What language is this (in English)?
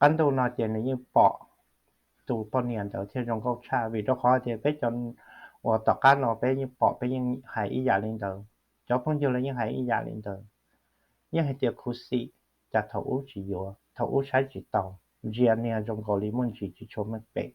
Hmong